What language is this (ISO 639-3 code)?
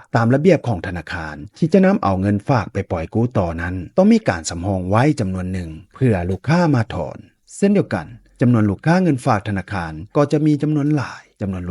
lao